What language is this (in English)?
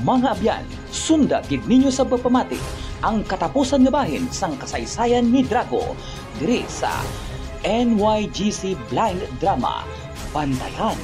Hiligaynon